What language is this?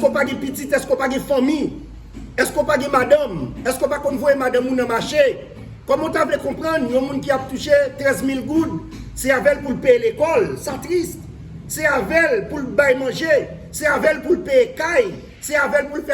Haitian Creole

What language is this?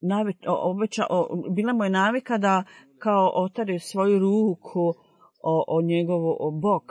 Bosnian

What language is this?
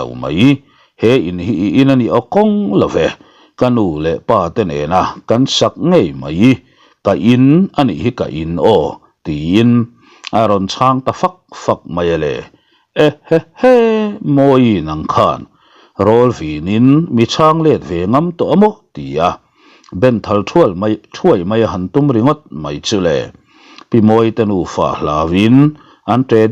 Mizo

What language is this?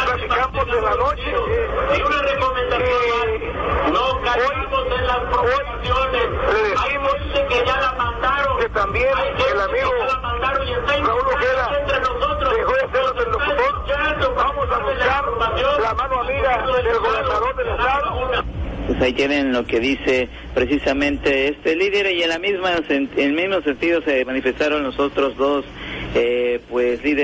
Spanish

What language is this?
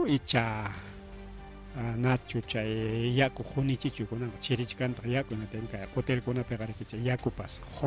Ayacucho Quechua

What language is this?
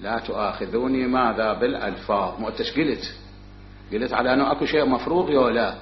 Mesopotamian Arabic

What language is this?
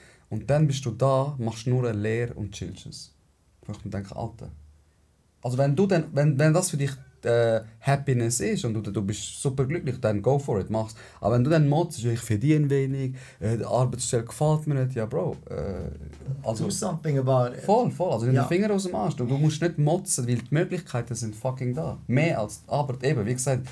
Swiss German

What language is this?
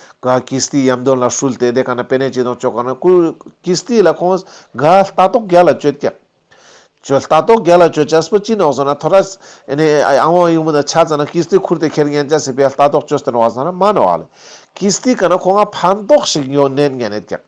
Ladakhi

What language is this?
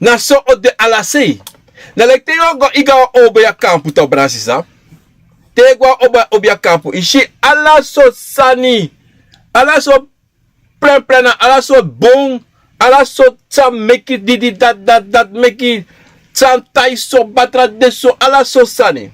Sranan Tongo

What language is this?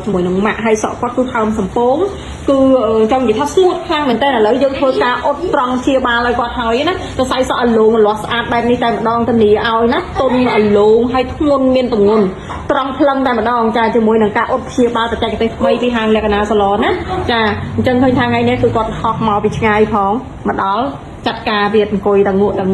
Khmer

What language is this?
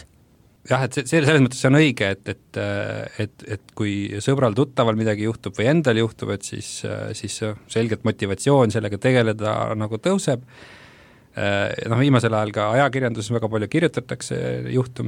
Estonian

